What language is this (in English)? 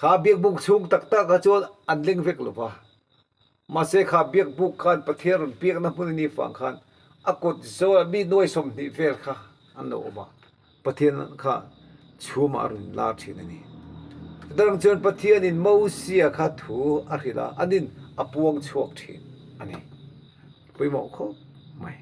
Mizo